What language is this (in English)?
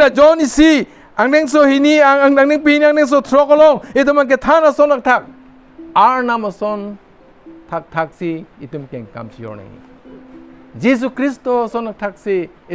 Karbi